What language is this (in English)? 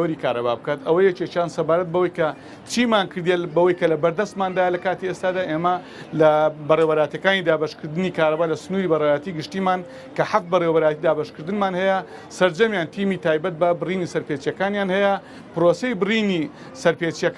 Central Kurdish